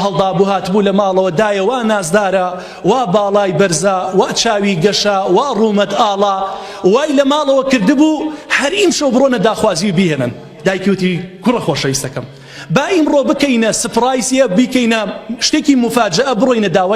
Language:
Central Kurdish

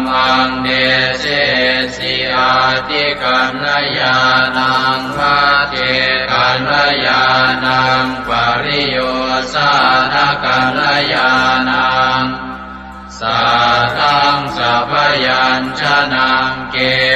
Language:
Pali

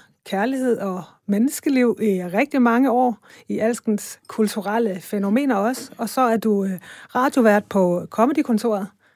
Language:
Danish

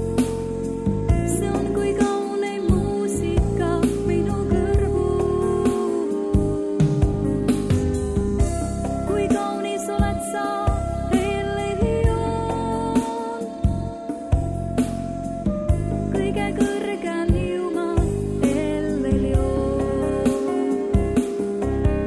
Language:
Estonian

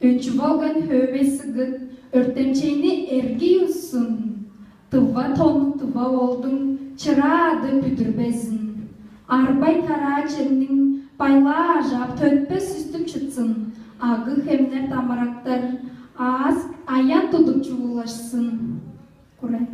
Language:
Tuvinian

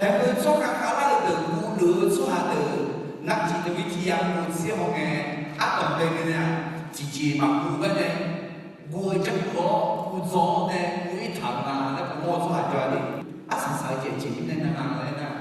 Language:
Akha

